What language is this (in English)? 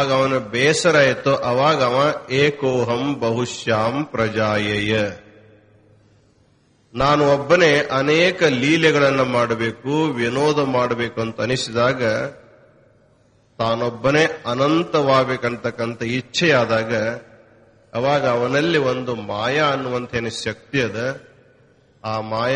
Kannada